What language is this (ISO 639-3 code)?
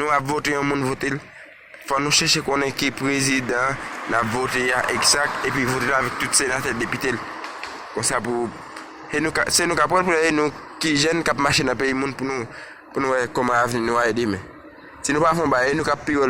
hat